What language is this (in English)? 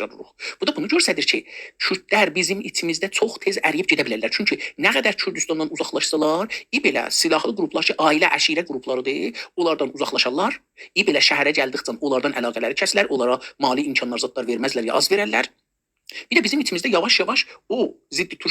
South Azerbaijani